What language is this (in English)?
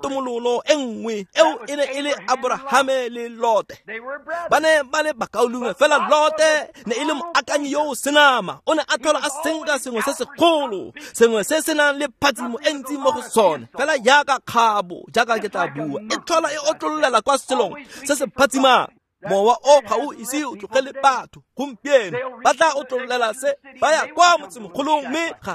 Tswana